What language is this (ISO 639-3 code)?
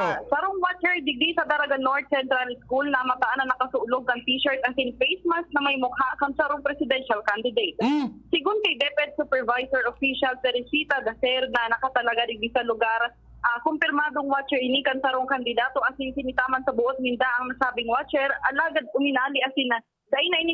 bik